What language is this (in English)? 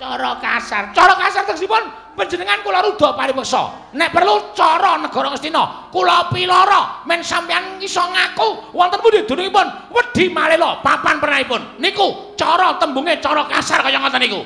Javanese